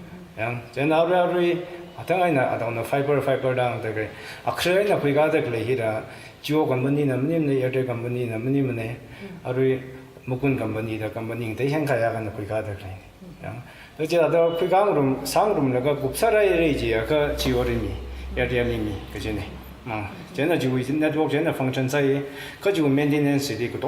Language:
Tangkhul Naga (India)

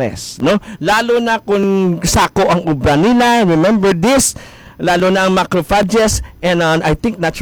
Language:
Hiligaynon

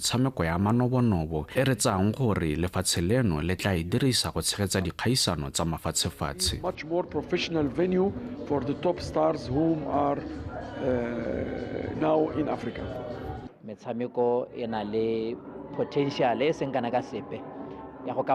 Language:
Tswana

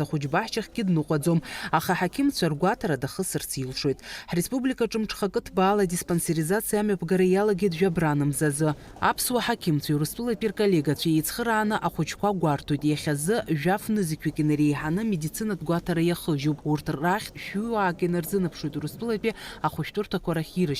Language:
Abkhazian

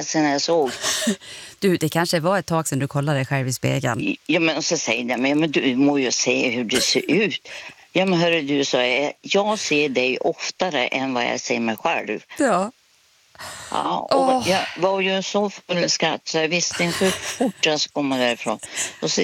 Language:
Swedish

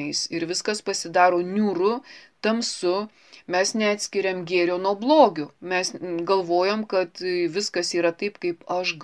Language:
Lithuanian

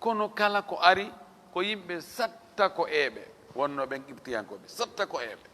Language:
Fula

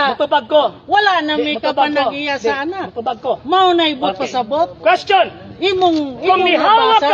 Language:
Cebuano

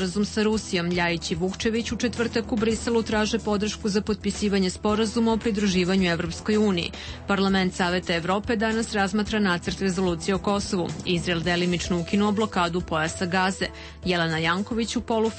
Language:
Serbian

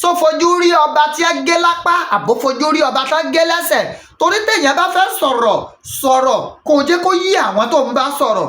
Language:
Yoruba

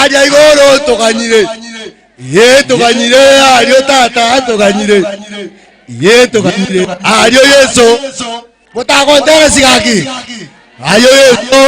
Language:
Gusii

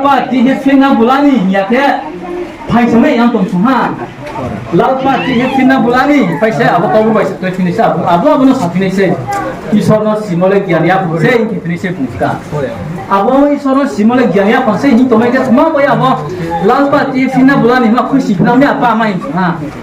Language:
Riang (India)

